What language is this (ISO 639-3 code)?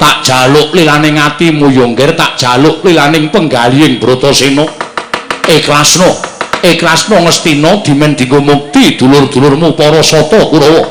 jav